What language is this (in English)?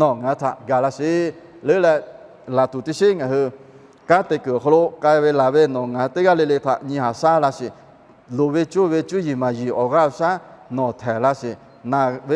Lahu